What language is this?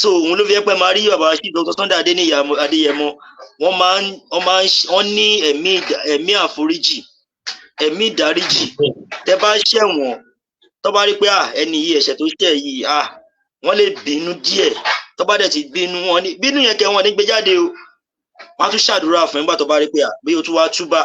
Yoruba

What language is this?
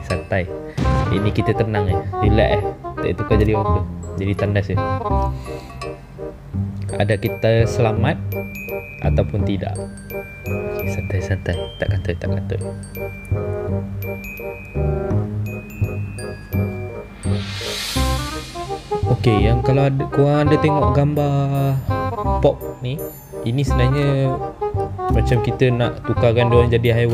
Malay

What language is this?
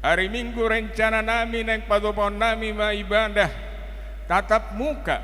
Batak Toba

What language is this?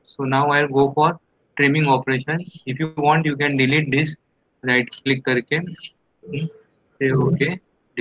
English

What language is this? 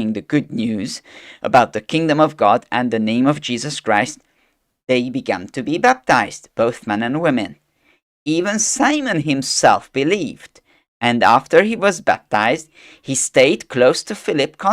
English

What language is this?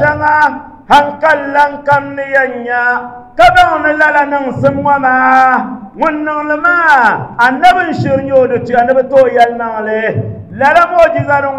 Dagbani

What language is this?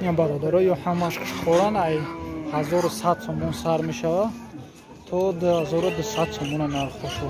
Tajik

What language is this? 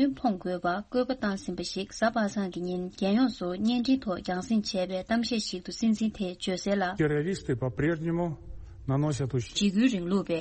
Tibetan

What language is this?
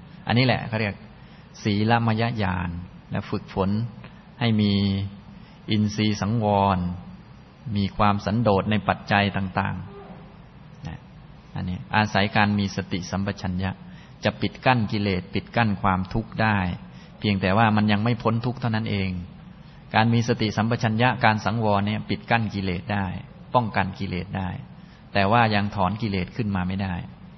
Thai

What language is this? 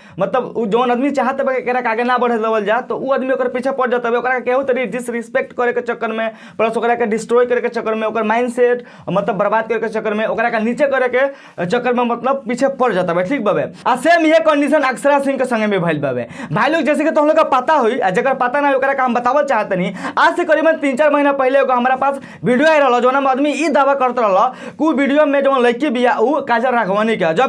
Bhojpuri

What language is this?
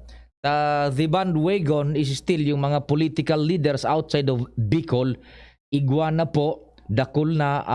Bikol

